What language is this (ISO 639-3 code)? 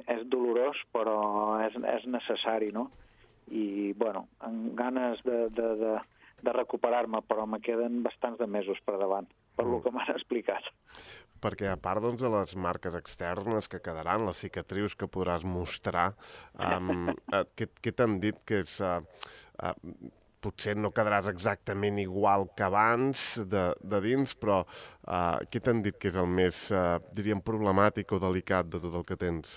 cat